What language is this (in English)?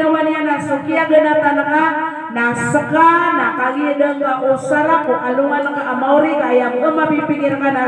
Maranao